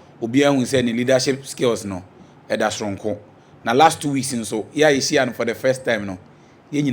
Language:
Akan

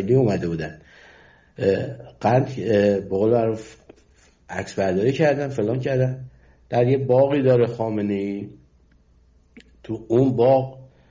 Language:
Persian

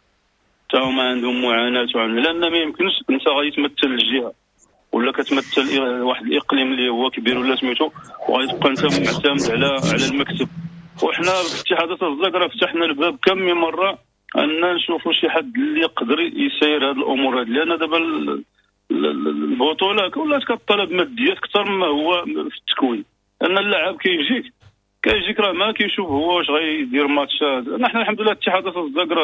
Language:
Moroccan Arabic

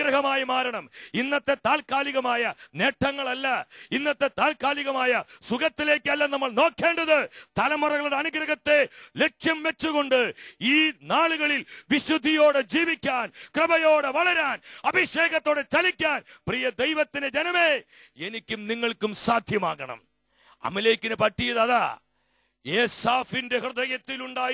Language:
Malayalam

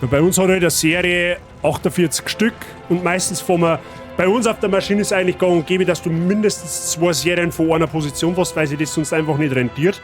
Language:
Bavarian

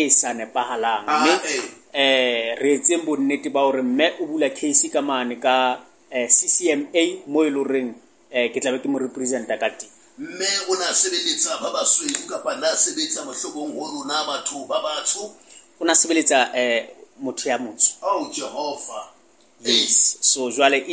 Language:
Southern Sotho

